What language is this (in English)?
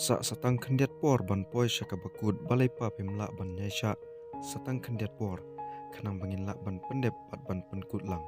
Khasi